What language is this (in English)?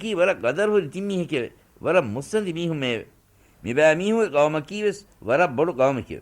Divehi